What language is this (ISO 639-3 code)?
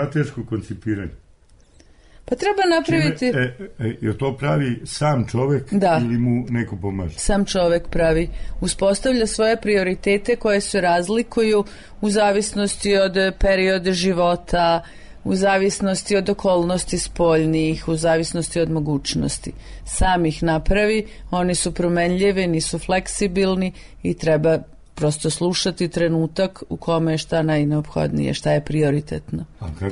srp